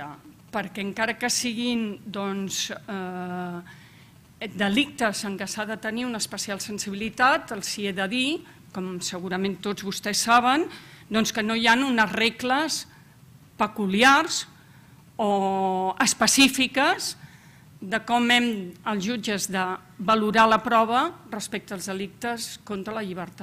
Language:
Catalan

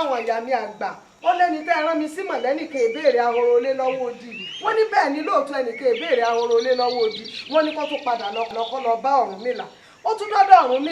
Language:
Yoruba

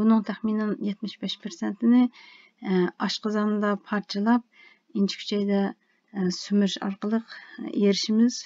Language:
Uyghur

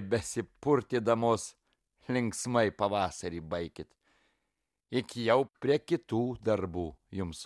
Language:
Lithuanian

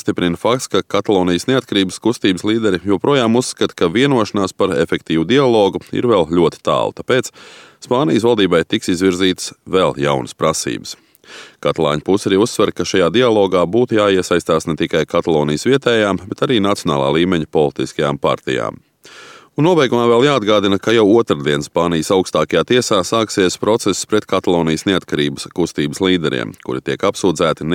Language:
Latvian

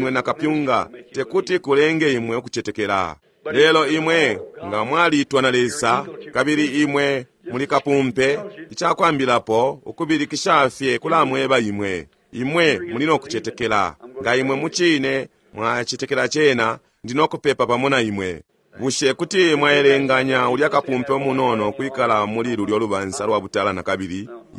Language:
Bemba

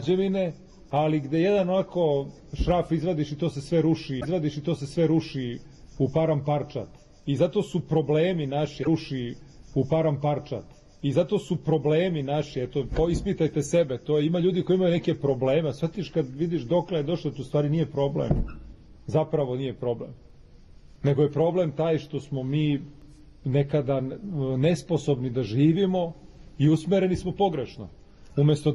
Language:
Serbian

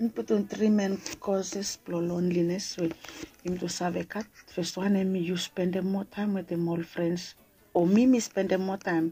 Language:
Bislama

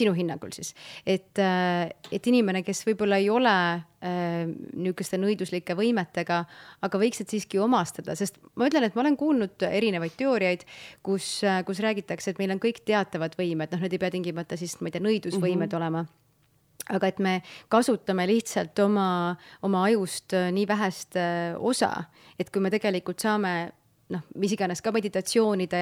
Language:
Estonian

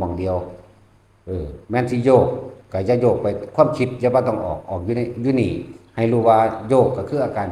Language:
Northeastern Thai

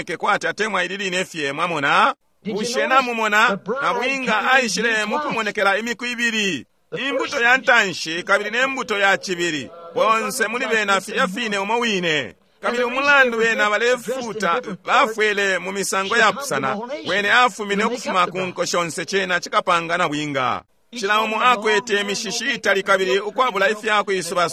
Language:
Bemba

